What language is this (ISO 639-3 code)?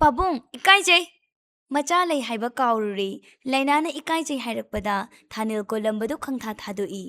mni